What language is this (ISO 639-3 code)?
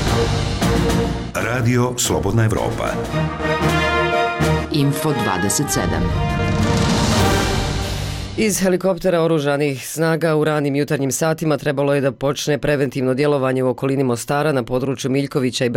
bos